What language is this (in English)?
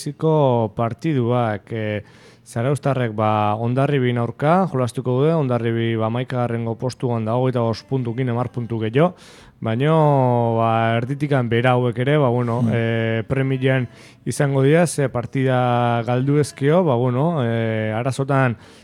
Basque